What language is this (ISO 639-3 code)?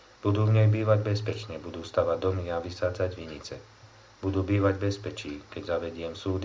slk